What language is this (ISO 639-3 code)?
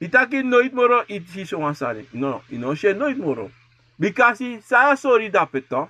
srn